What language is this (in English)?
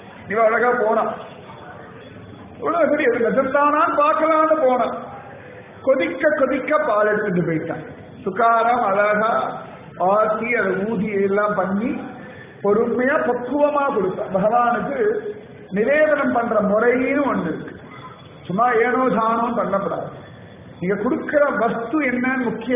Tamil